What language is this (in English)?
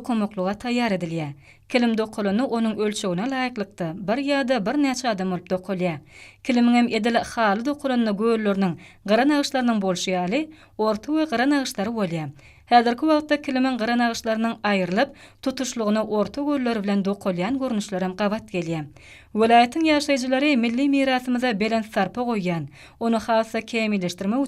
Turkmen